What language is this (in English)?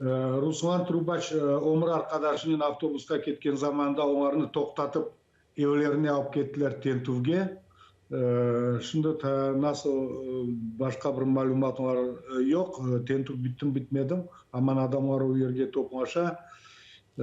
Crimean Tatar